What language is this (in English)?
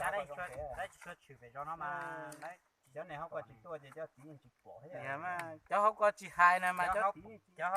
Hmong